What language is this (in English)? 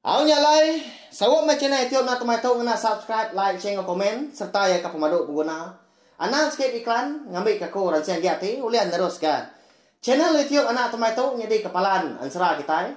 Iban